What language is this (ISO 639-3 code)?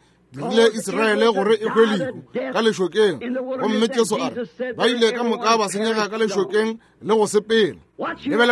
nso